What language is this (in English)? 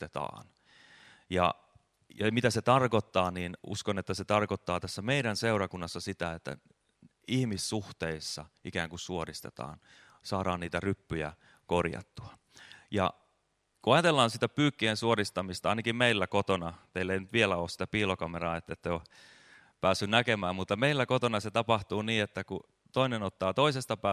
Finnish